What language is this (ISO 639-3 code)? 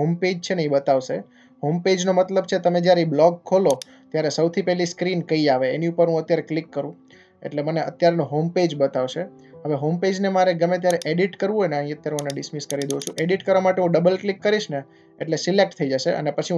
guj